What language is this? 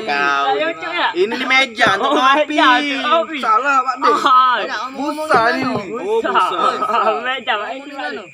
Musi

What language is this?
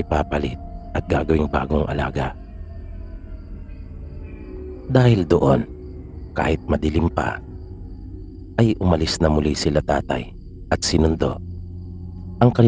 Filipino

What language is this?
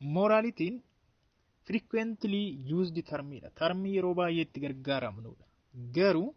Oromo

